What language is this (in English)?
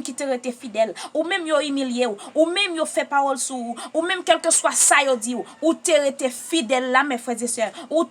Haitian Creole